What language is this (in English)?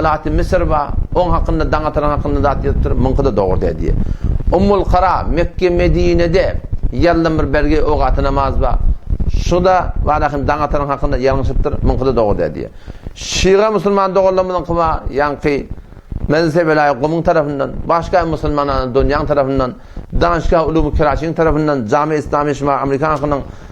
Turkmen